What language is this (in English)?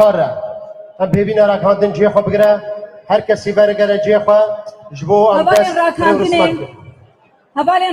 Kurdish